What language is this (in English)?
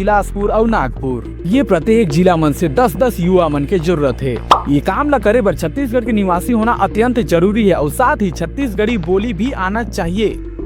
Chhattisgarhi